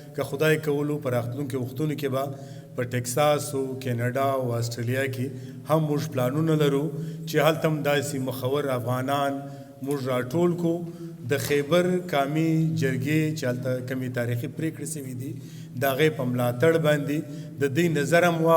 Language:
Pashto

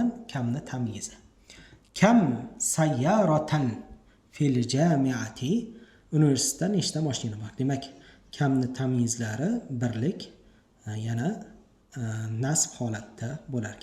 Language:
Uzbek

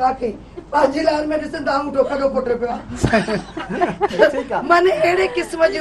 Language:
Sindhi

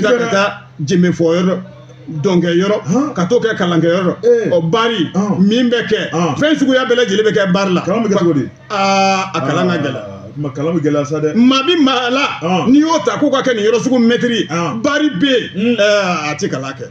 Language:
Bambara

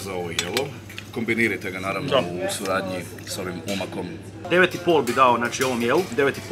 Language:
Croatian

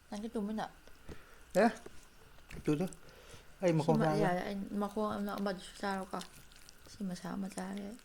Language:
Manipuri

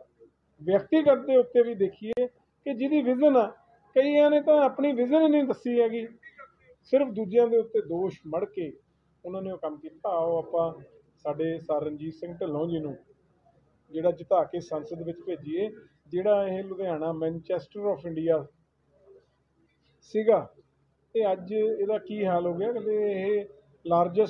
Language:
Punjabi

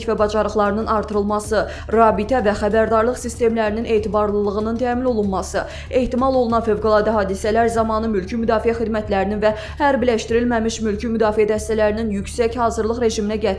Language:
Azerbaijani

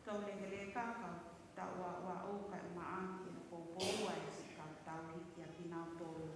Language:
Tongan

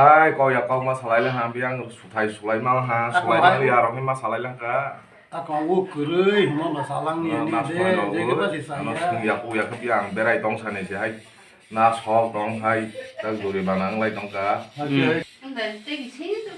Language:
Kok Borok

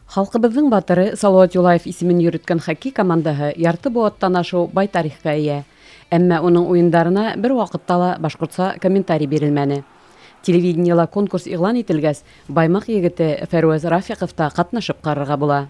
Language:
Bashkir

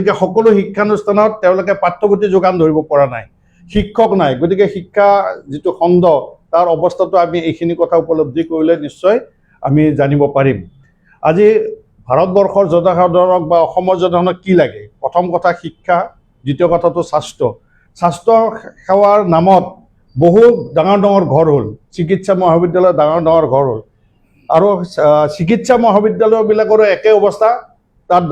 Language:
Assamese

